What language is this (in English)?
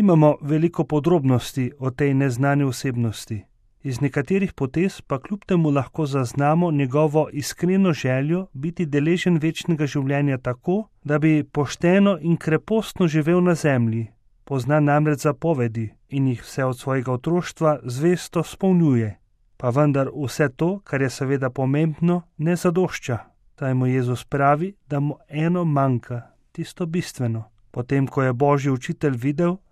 Slovenian